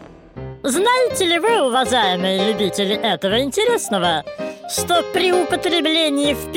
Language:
Russian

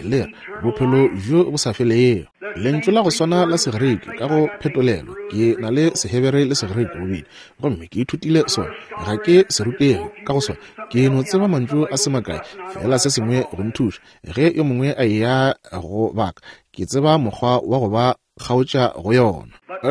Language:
Northern Sotho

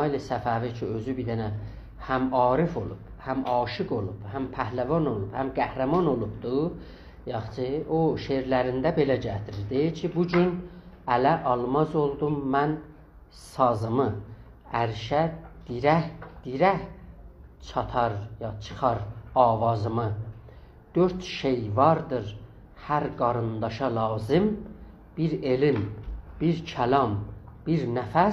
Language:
South Azerbaijani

